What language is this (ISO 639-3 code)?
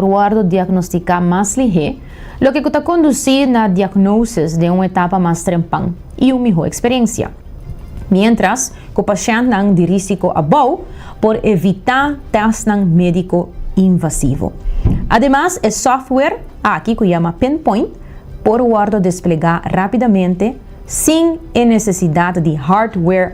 pap